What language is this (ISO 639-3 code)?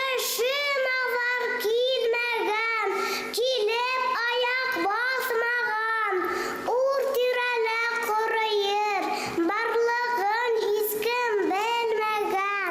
bak